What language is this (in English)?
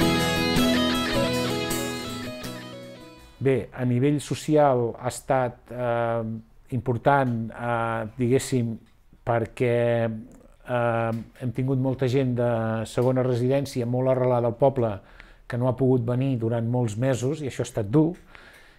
Catalan